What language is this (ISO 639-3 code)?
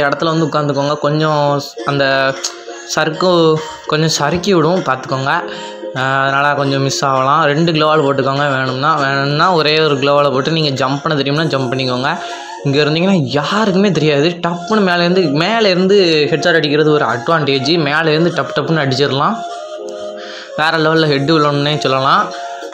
tam